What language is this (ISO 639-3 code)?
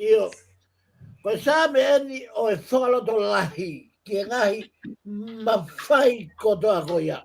ton